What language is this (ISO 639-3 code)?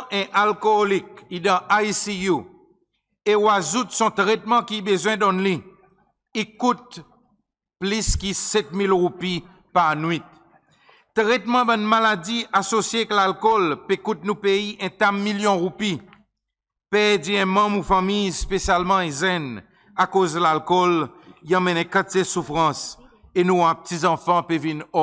crs